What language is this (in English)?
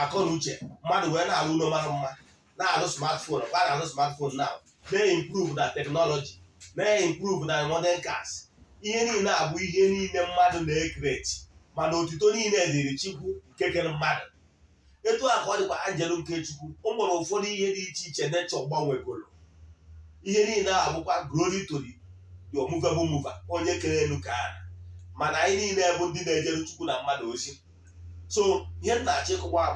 Igbo